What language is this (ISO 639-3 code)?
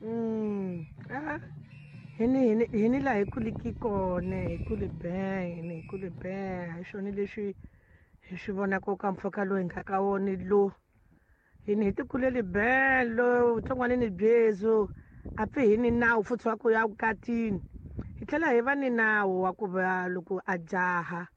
tso